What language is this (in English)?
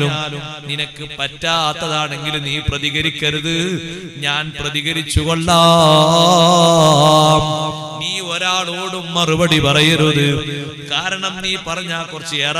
Malayalam